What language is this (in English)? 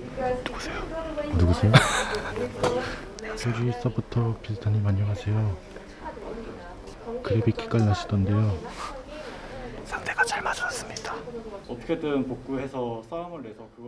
Korean